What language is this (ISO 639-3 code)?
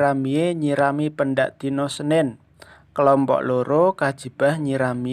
jav